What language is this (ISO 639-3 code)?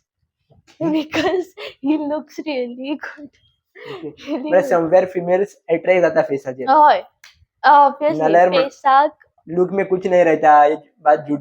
kok